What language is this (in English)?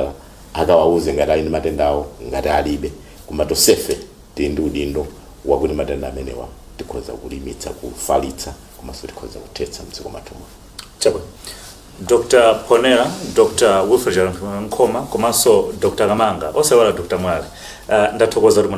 Nyanja